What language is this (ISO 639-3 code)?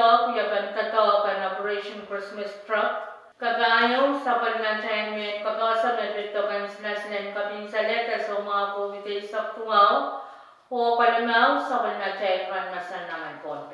pon